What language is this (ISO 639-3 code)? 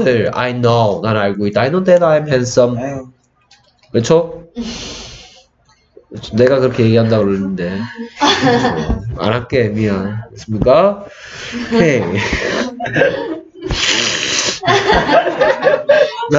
kor